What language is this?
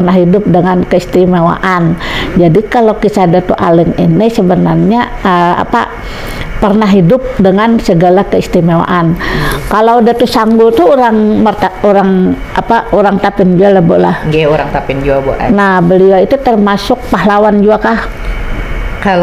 Banjar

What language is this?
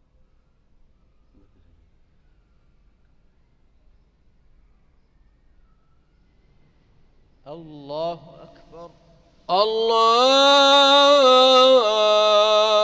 Arabic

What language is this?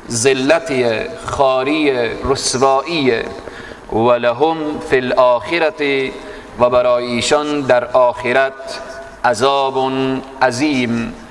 Persian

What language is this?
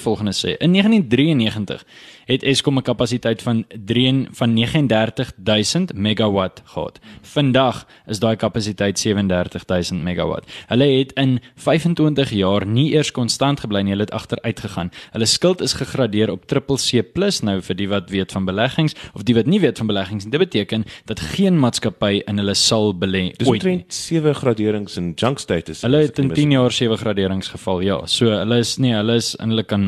Afrikaans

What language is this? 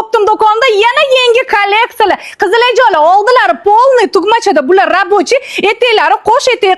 Uzbek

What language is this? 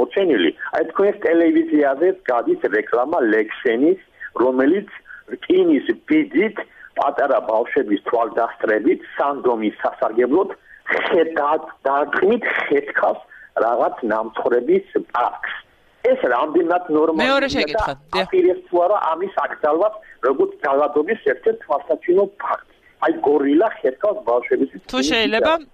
Georgian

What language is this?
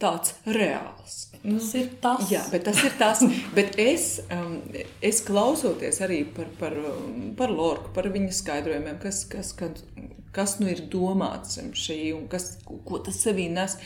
Latvian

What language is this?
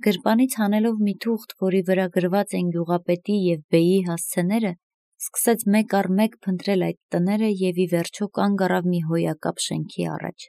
Armenian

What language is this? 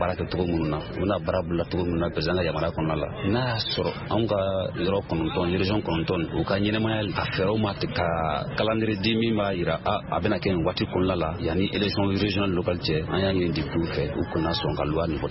Bambara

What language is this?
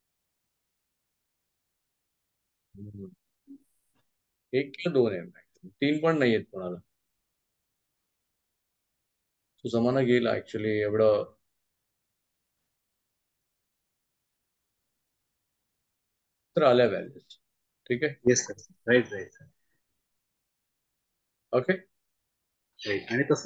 Marathi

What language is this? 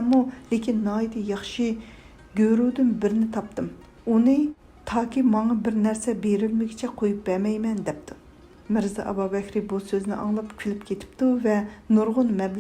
Uyghur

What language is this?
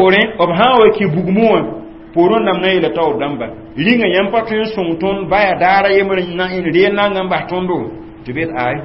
Mossi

